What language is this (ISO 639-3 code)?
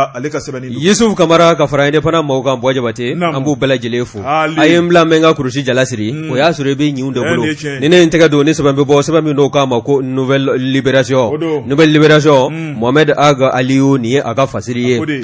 bam